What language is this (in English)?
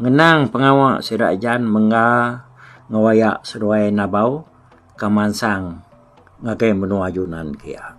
Iban